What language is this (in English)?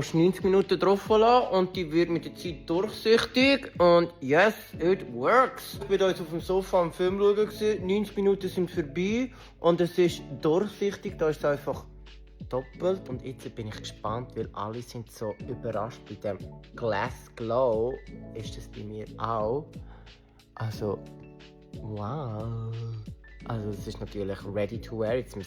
Swiss German